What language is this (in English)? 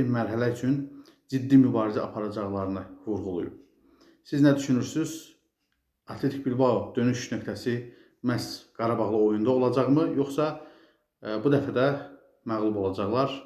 Azerbaijani